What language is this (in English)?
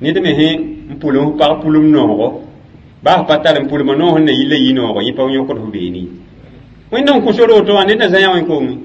Mossi